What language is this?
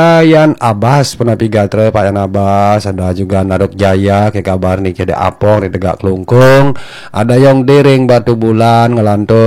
Balinese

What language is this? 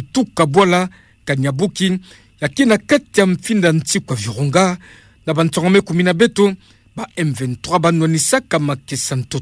Kituba (Democratic Republic of Congo)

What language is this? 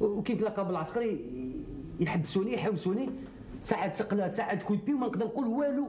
Algerian Arabic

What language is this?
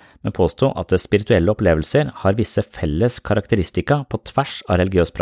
Norwegian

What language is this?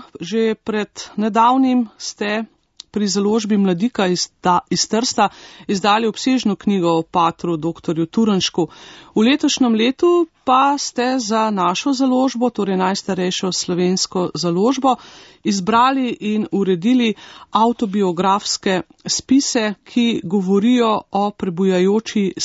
Slovenian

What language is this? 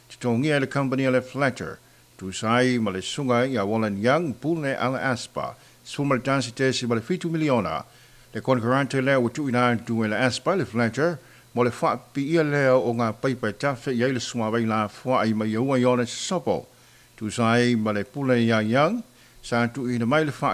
Samoan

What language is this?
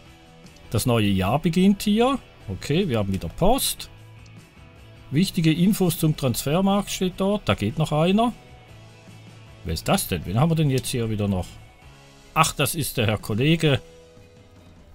German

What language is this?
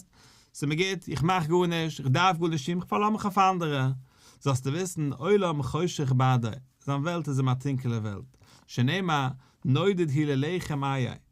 Yiddish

